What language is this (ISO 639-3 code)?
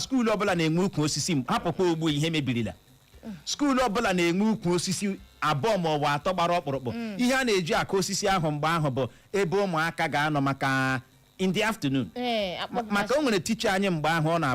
ibo